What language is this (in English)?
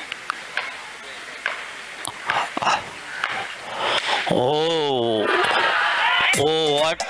Marathi